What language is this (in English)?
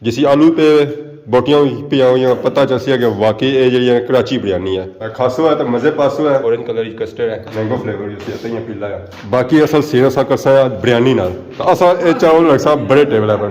Pahari-Potwari